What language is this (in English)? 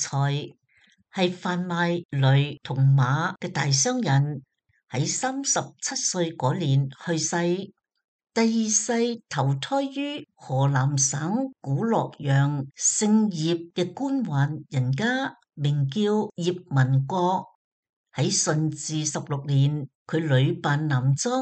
Cantonese